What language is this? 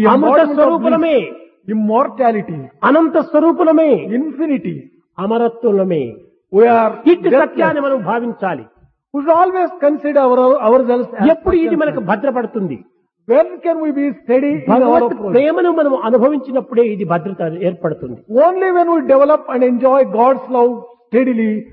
Telugu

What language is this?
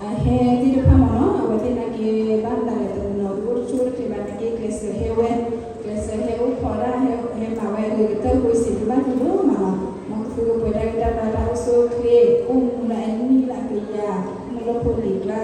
S'gaw Karen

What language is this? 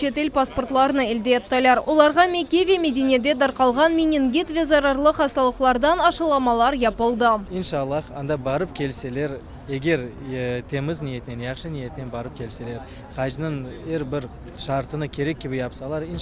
Crimean Tatar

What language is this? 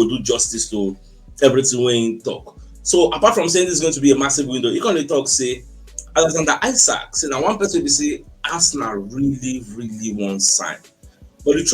Nigerian Pidgin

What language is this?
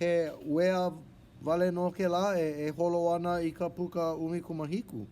Hawaiian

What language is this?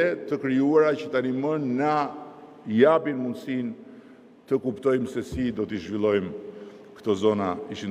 Albanian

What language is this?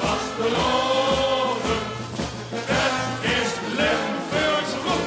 Limburgish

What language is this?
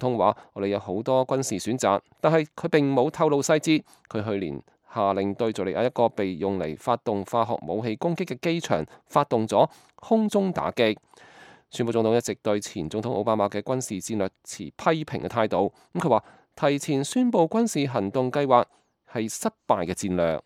Cantonese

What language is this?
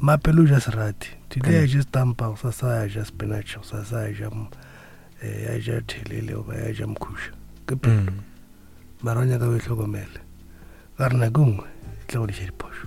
Northern Sotho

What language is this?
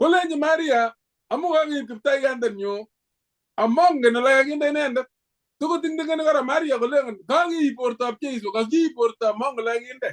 Kalenjin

